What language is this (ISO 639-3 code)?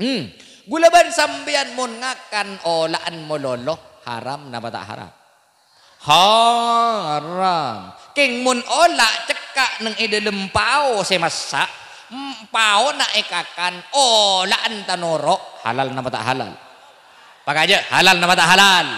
mad